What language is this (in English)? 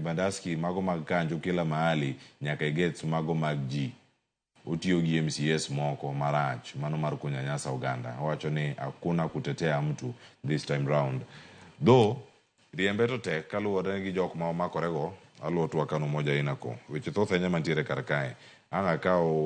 Luo (Kenya and Tanzania)